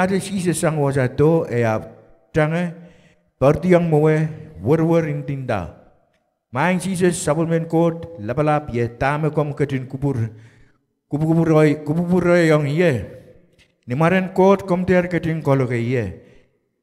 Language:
Pohnpeian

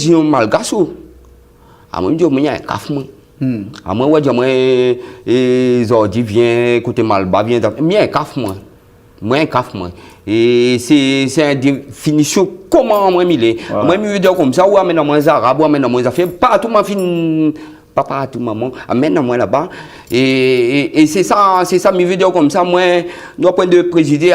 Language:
Réunion Creole French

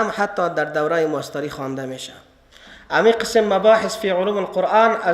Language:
Persian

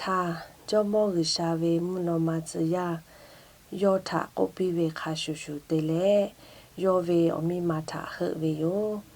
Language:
Lahu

